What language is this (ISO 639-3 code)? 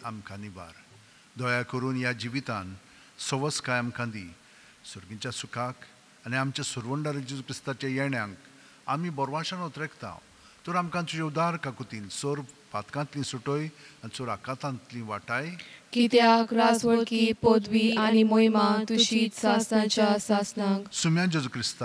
kok